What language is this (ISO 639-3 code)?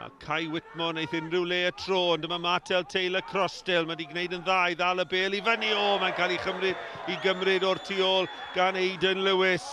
cym